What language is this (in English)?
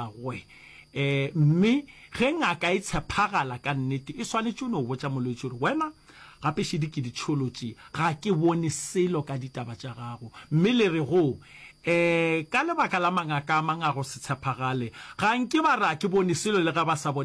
Northern Sotho